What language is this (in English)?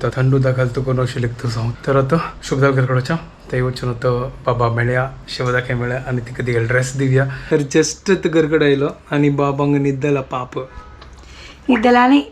Konkani